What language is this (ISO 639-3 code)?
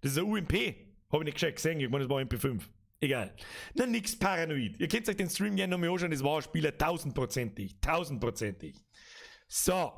bar